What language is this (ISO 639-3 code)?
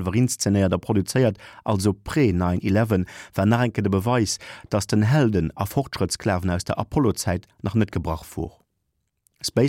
ltz